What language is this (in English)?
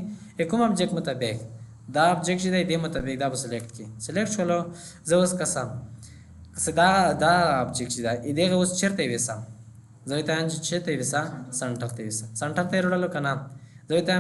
Pashto